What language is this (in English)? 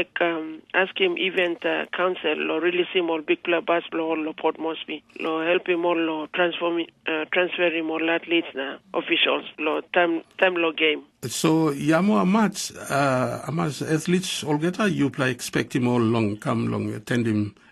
Tok Pisin